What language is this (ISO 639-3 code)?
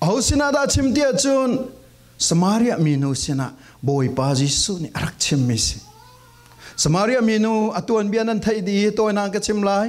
cfm